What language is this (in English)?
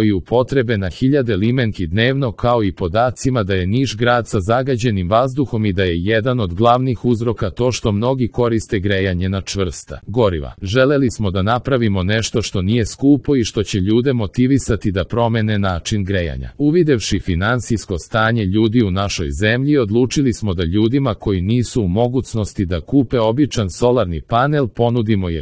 Serbian